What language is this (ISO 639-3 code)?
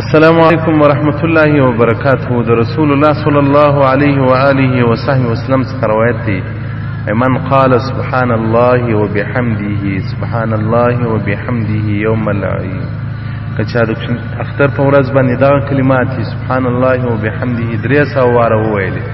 pus